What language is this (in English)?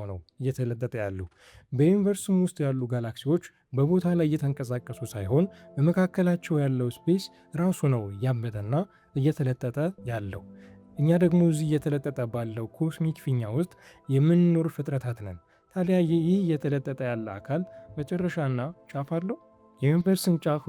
Amharic